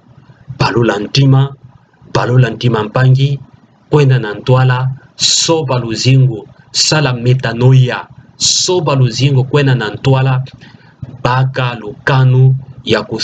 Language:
Kituba (Democratic Republic of Congo)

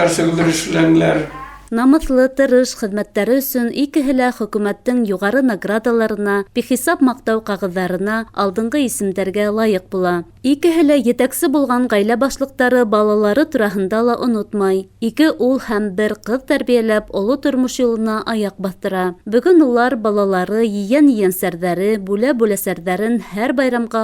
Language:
Bashkir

